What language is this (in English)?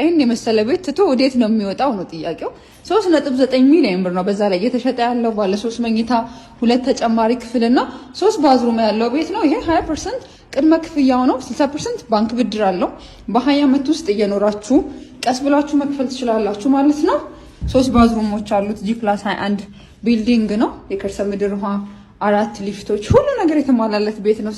Amharic